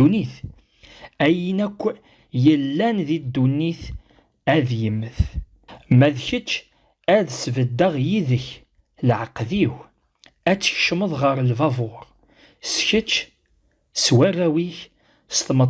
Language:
Kabyle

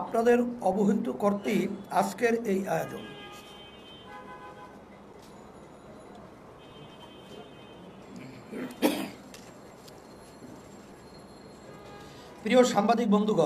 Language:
Bangla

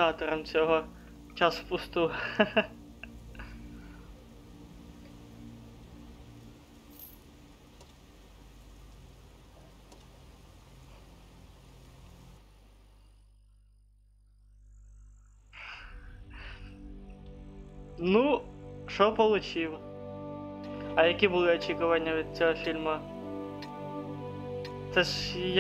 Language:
Ukrainian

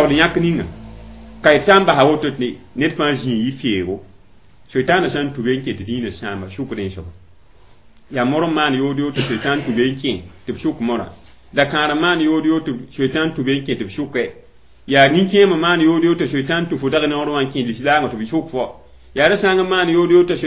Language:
Mossi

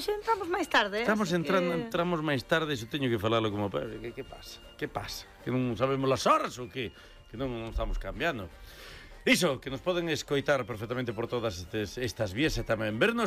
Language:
Galician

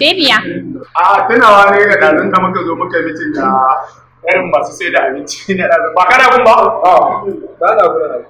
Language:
Hausa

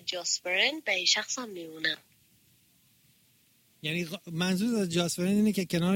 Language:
Persian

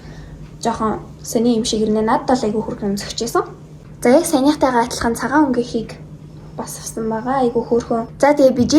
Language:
Mongolian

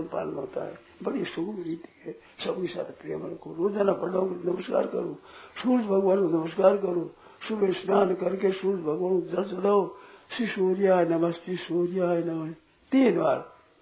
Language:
Hindi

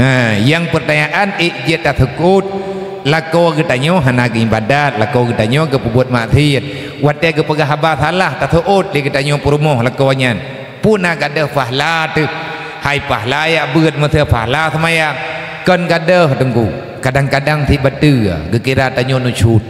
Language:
Achinese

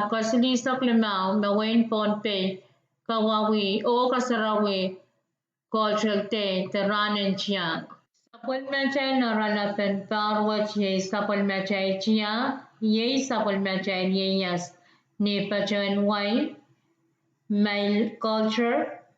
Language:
Pohnpeian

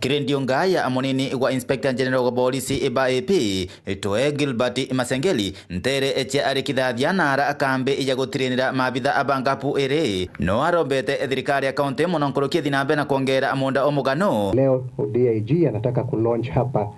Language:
Meru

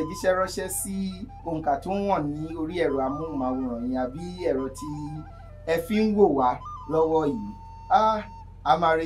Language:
Yoruba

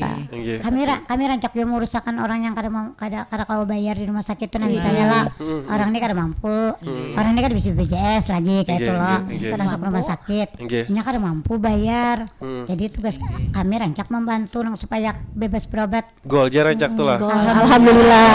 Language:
Banjar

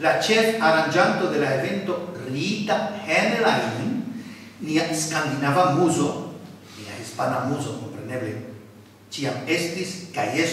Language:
Esperanto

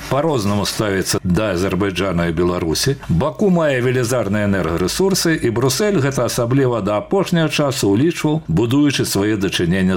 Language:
Belarusian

